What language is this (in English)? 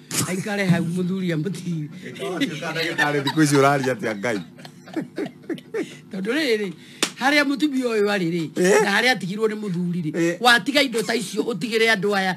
Kikuyu